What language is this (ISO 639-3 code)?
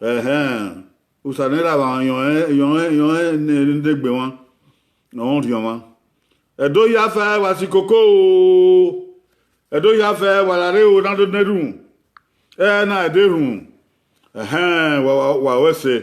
bin